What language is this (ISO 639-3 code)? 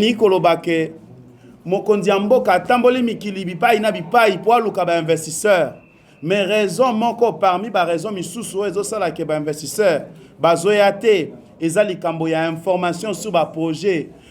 lin